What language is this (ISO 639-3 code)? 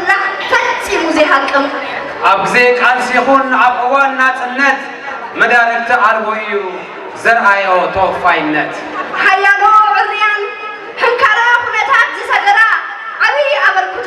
tir